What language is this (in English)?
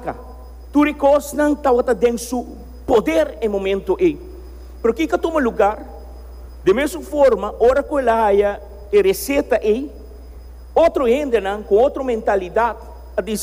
Papiamento